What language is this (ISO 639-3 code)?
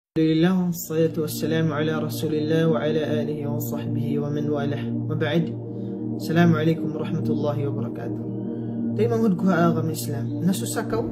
tsg